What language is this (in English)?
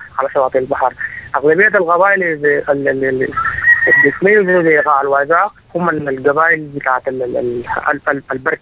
Sudanese Arabic